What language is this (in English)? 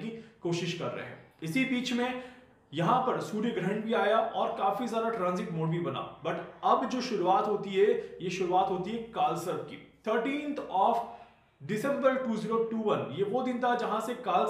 Hindi